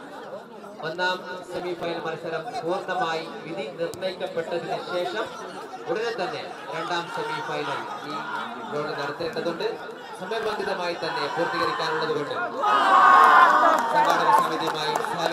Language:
Malayalam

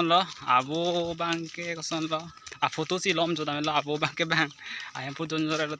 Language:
Karbi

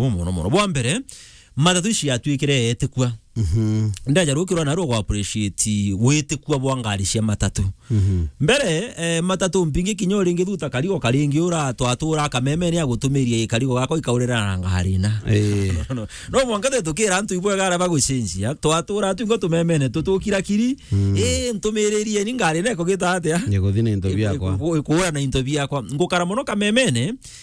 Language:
Meru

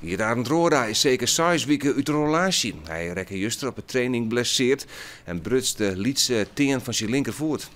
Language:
Western Frisian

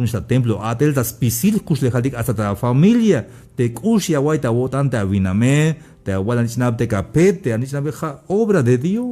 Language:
Tzeltal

